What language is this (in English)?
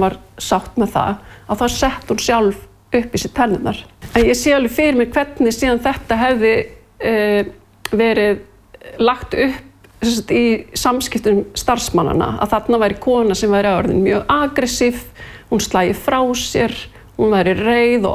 Icelandic